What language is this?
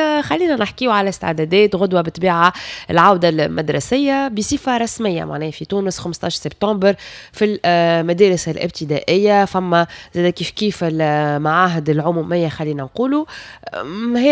Tunisian Arabic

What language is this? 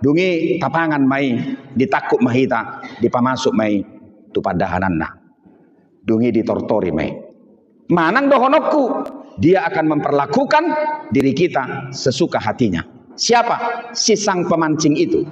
Batak Toba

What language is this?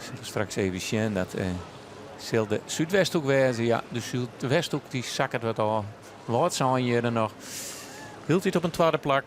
Western Frisian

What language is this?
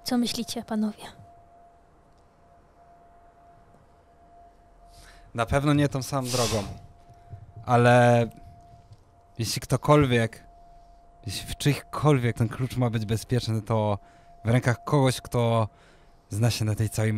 Polish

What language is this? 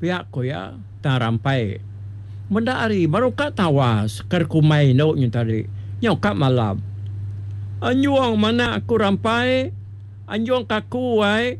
Iban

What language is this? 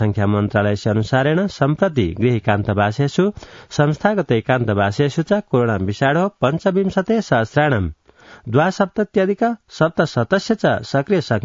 Sanskrit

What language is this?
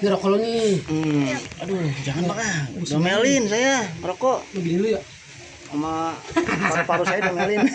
Betawi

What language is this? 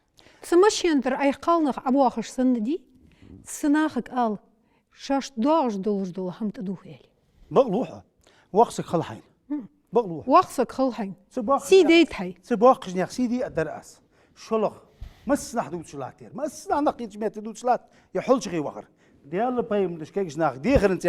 Ingush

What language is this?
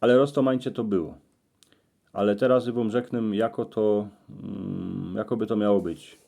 Silesian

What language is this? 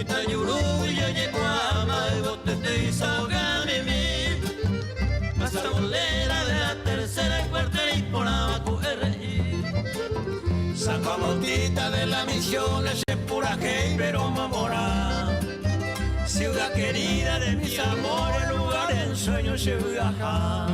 Guarani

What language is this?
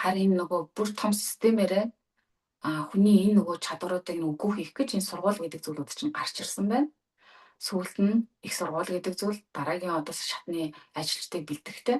Mongolian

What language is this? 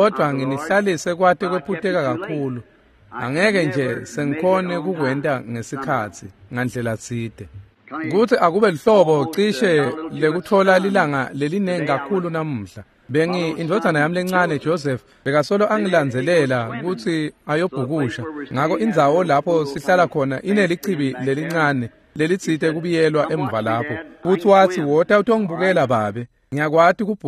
Swati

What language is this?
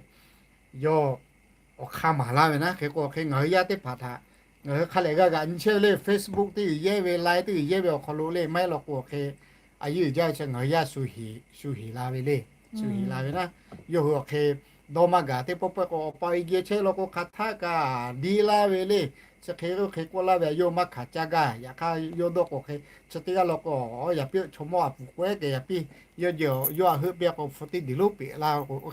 Lahu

